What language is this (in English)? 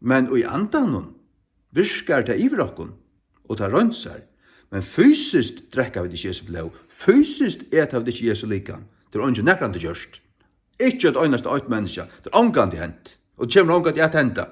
Faroese